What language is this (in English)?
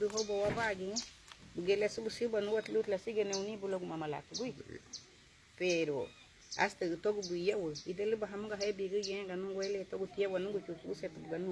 Garifuna